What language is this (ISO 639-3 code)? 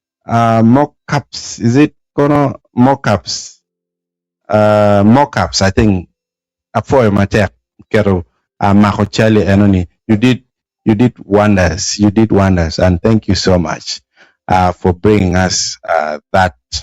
ach